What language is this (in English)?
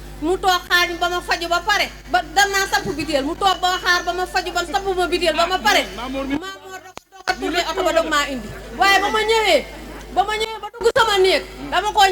Wolof